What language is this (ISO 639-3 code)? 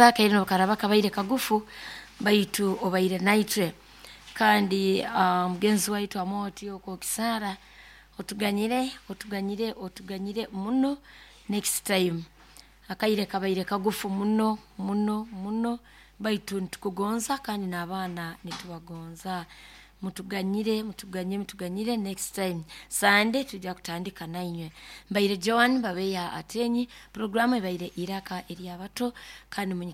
nyo